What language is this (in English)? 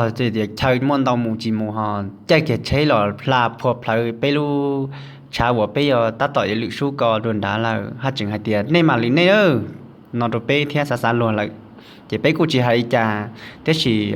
Hmong